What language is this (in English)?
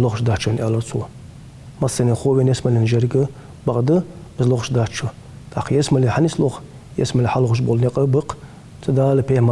Ingush